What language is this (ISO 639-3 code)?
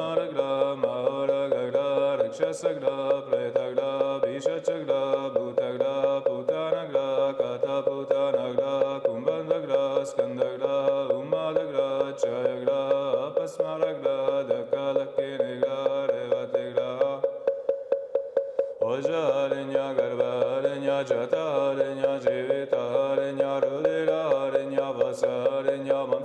vie